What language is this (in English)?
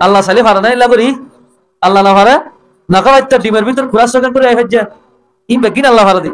Rohingya